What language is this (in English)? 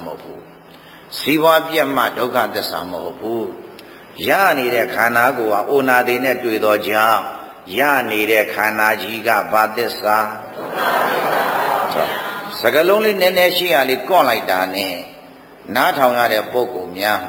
Burmese